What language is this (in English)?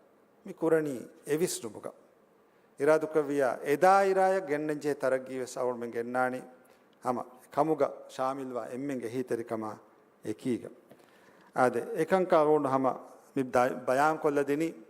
Divehi